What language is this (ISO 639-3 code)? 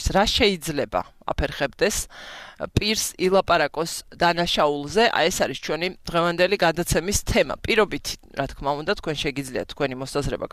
kat